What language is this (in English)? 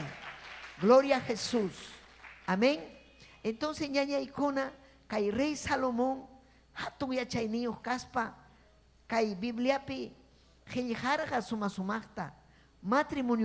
Ayacucho Quechua